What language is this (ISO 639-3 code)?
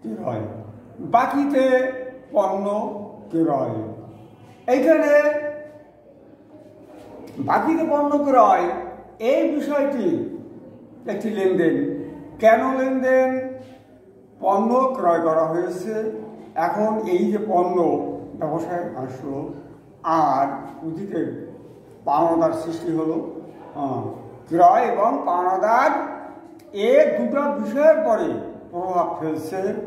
ben